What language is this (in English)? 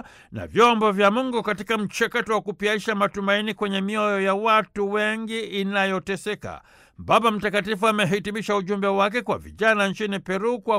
Swahili